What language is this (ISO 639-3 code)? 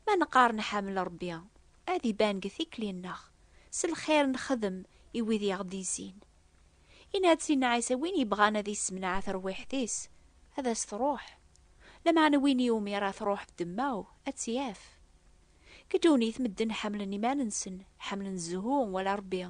kab